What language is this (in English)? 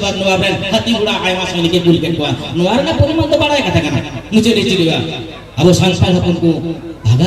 Santali